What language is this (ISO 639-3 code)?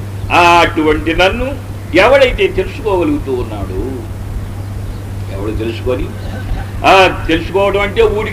tel